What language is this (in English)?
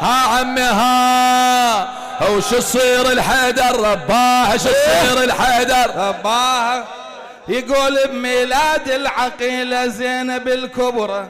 Mesopotamian Arabic